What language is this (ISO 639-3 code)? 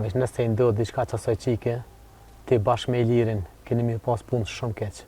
sqi